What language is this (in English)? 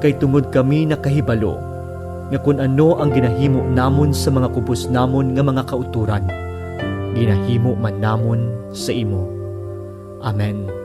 Hiligaynon